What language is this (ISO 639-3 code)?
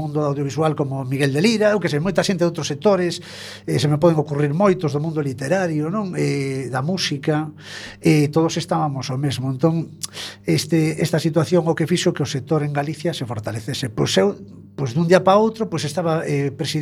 glg